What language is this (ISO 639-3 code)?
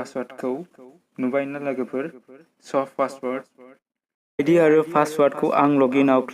brx